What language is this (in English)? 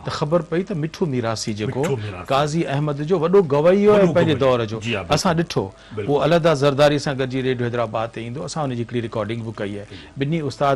Sindhi